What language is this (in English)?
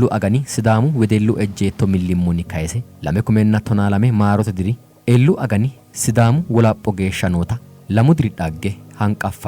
Sidamo